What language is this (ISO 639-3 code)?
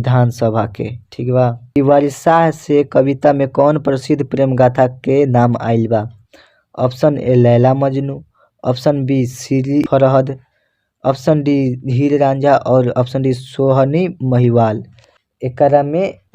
bho